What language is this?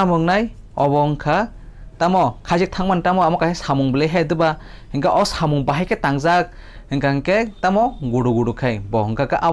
Kok Borok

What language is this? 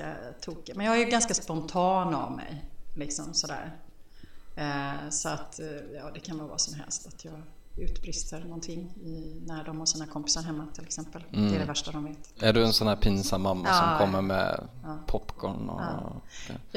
Swedish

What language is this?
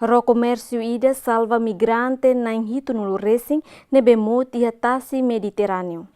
Tetum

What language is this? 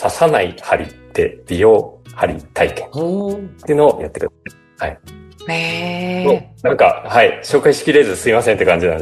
Japanese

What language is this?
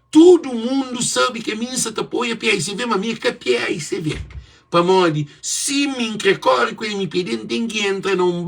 Kabuverdianu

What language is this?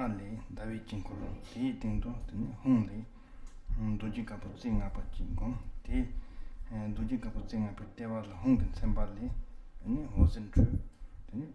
Tibetan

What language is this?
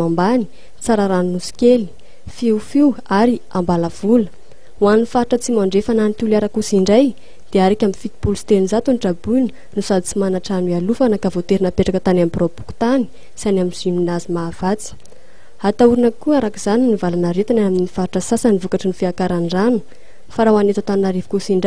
Malagasy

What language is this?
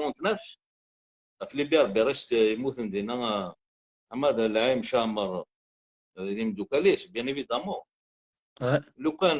Kabyle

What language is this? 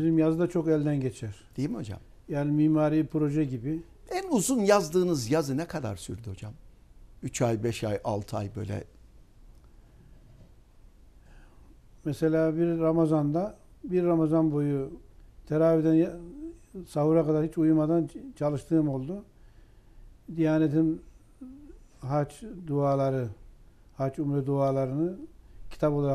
Turkish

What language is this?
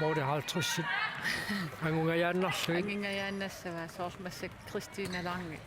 Kalaallisut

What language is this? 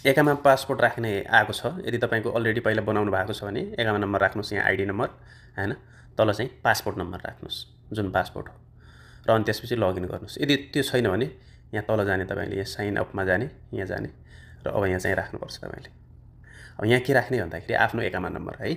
Nepali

